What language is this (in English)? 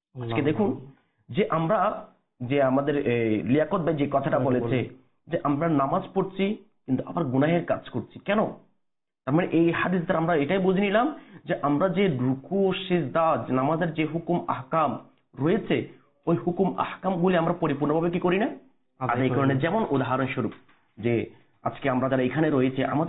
Bangla